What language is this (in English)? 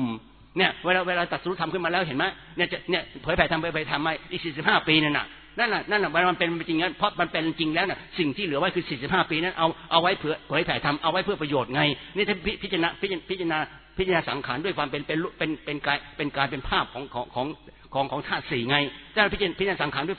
Thai